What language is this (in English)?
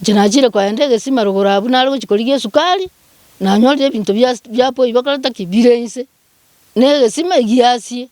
Gusii